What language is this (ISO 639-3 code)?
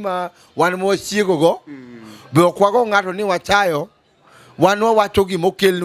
luo